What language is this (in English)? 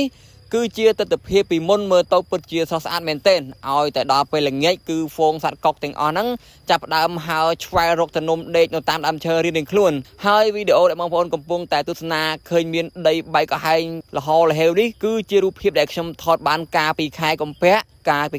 Khmer